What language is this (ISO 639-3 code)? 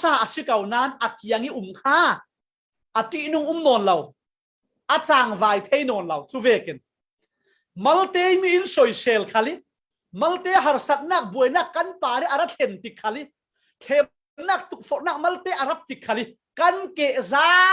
cfm